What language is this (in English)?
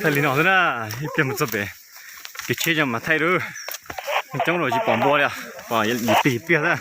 Hmong